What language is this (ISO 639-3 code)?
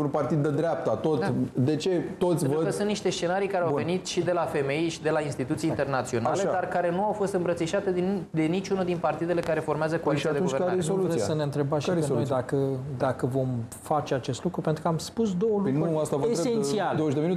ron